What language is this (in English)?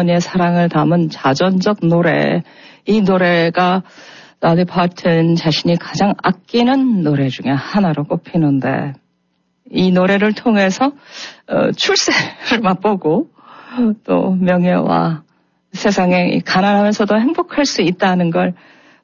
Korean